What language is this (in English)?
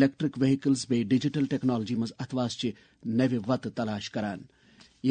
Kashmiri